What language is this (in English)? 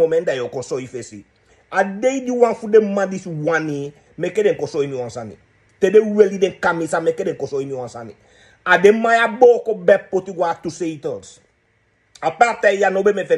Sranan Tongo